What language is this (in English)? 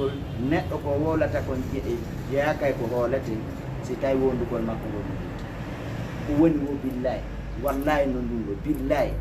Fula